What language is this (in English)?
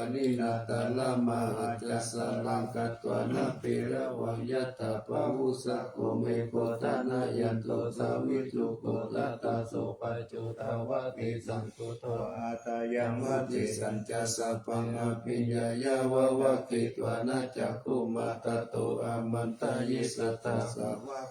Pali